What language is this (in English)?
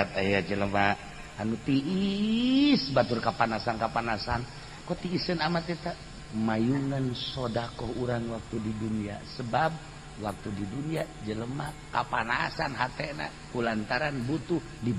Sundanese